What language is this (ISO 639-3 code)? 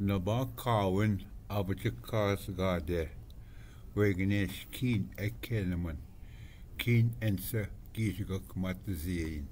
oji